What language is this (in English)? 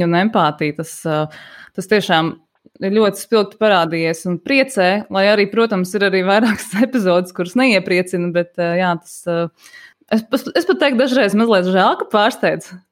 Latvian